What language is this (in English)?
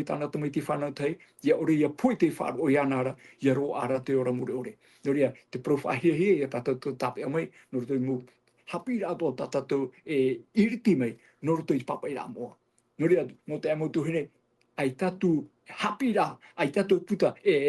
Tahitian